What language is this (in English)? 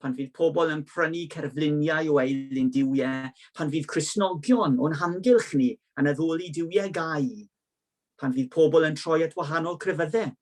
Welsh